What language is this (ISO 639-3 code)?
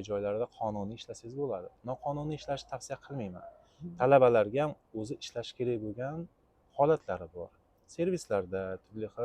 uzb